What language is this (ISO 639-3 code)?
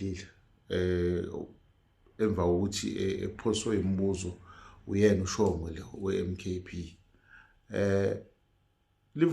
zul